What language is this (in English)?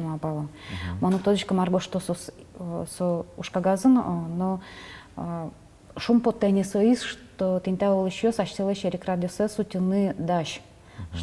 Udmurt